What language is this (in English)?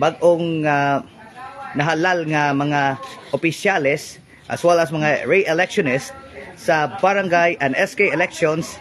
Cebuano